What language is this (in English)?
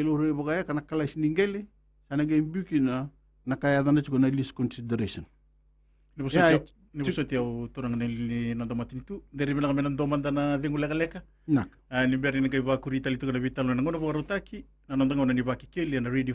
Fijian